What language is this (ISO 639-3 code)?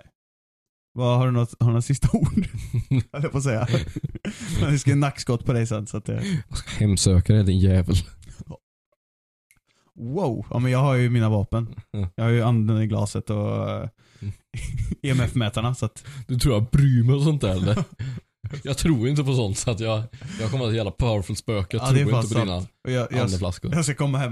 swe